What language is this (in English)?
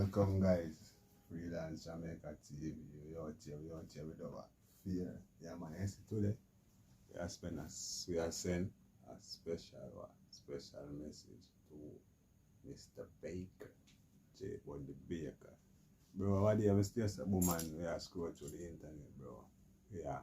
Jamaican Creole English